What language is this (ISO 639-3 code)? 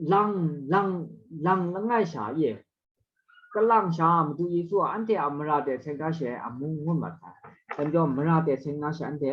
kac